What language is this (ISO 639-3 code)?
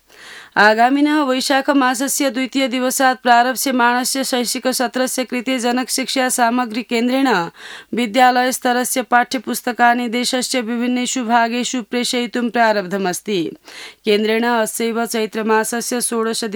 san